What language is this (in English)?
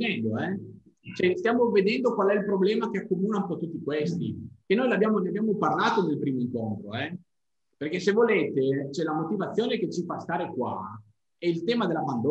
Italian